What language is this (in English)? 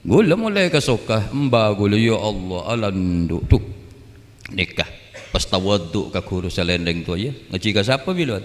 Madurese